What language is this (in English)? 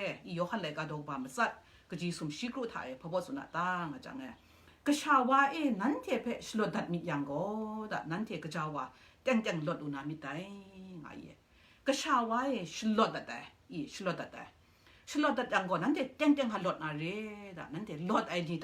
Kachin